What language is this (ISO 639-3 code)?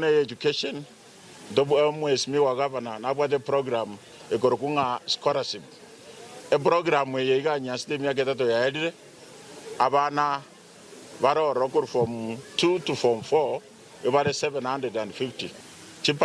guz